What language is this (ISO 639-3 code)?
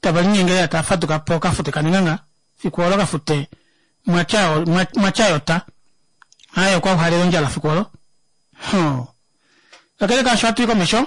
kua